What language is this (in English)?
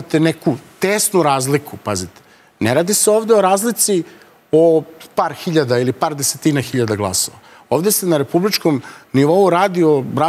Serbian